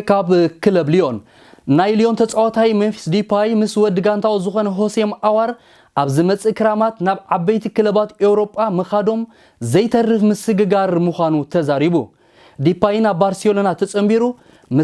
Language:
Tigrinya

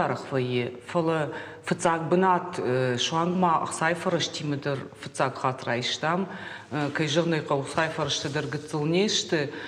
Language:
Ossetic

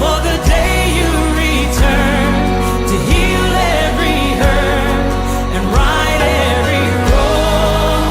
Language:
Fijian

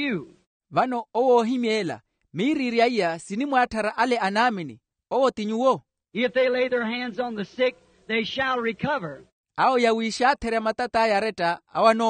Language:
Makhuwa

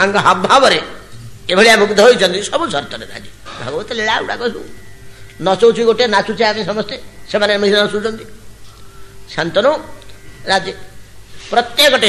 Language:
Odia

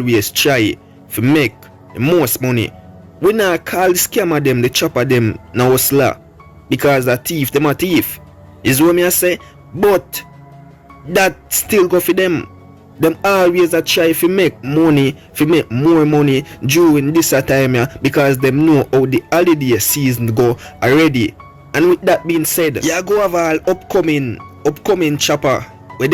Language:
Jamaican Creole English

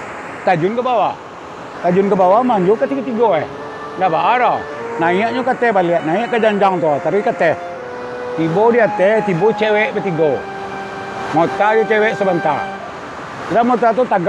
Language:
Minangkabau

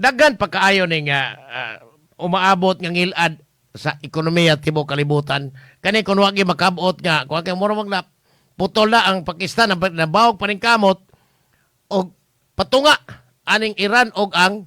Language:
Cebuano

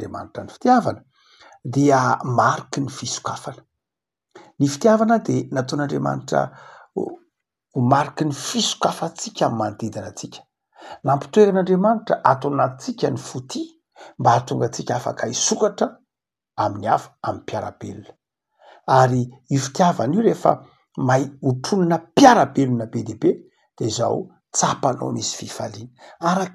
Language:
Malagasy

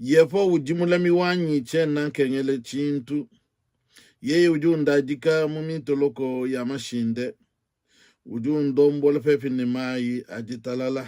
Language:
Luba-Lulua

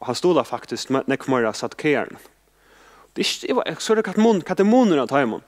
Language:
Faroese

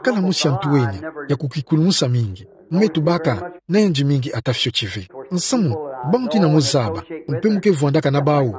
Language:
Kituba (Democratic Republic of Congo)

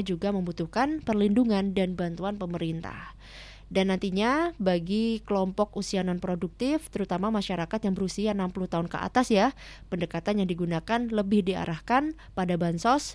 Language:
Indonesian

